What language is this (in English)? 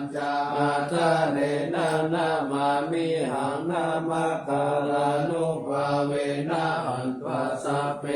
Pali